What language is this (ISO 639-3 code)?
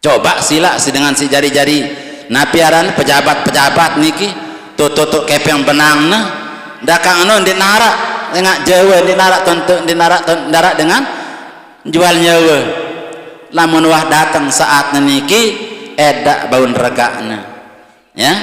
sas